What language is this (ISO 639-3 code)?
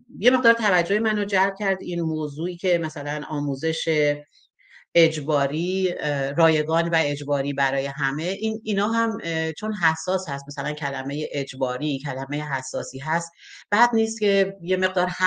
fas